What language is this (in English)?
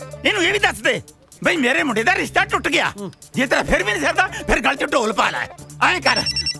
Punjabi